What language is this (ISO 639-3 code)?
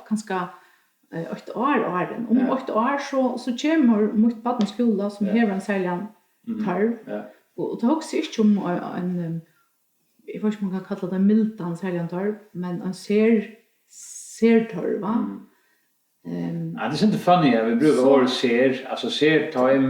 fao